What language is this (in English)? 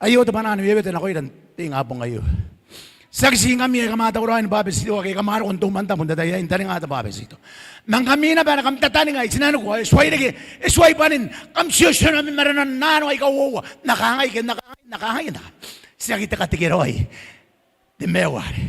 Gilbertese